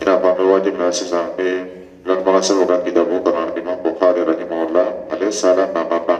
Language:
Dyula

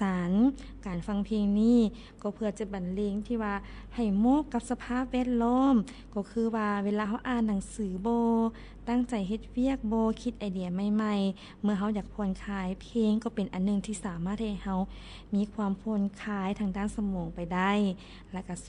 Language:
Lao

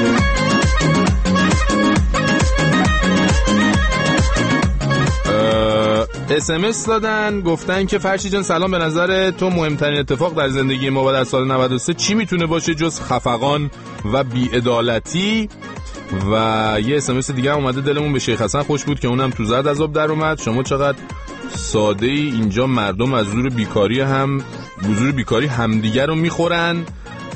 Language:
Persian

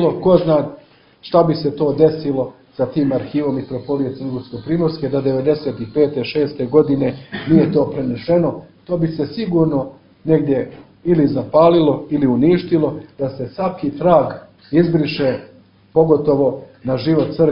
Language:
Serbian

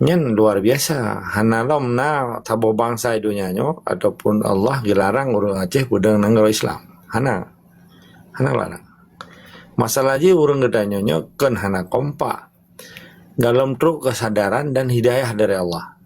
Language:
Achinese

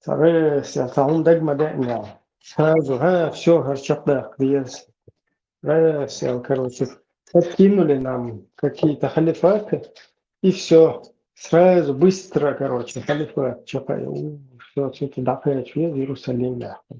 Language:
Chechen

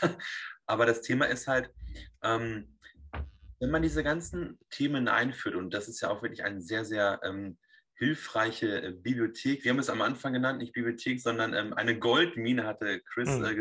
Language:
German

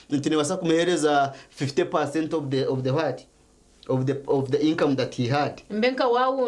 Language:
Nyankole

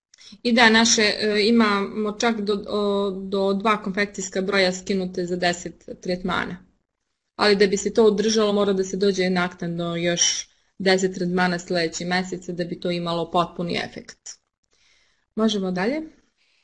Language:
Serbian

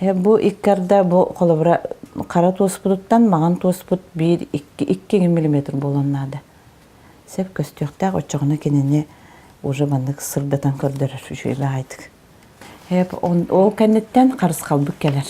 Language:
Yakut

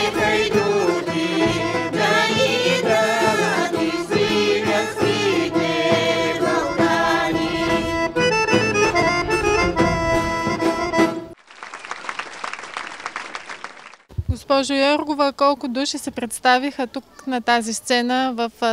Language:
Bulgarian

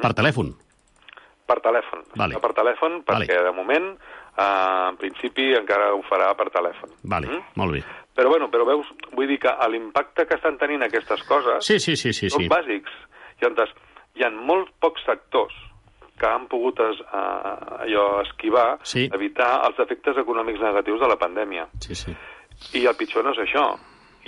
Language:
Catalan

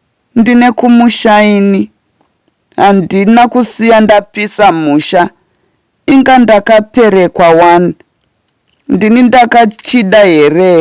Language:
Shona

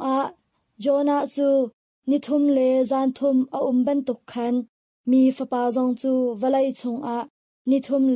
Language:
Hakha Chin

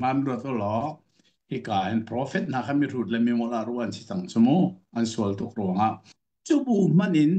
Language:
Hakha Chin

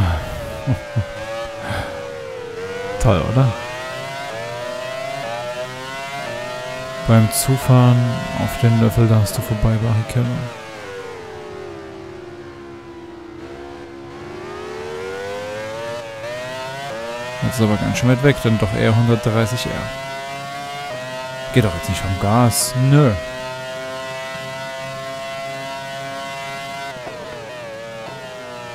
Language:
German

